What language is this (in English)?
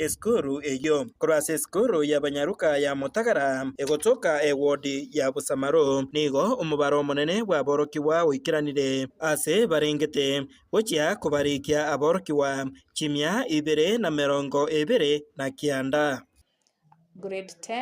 Gusii